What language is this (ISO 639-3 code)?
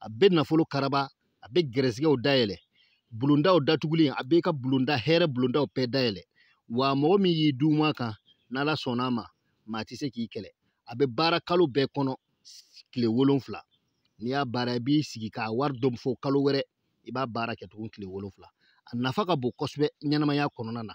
bam